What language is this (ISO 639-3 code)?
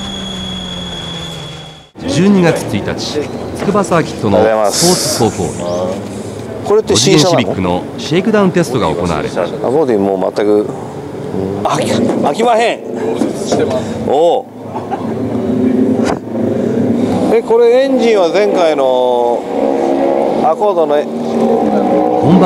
jpn